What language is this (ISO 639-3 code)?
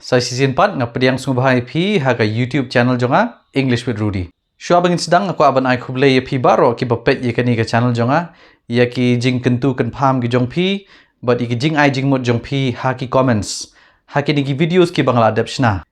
kha